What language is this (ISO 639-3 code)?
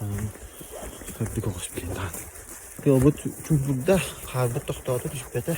sah